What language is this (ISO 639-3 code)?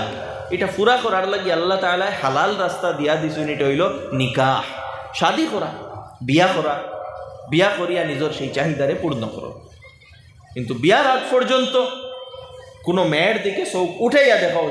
syl